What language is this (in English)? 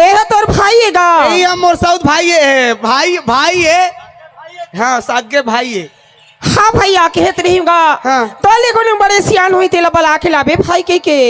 Chhattisgarhi